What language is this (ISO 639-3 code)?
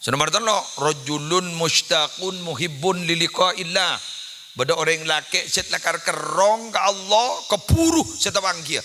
mad